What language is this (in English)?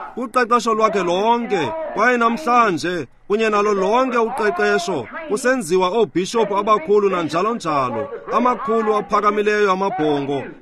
Xhosa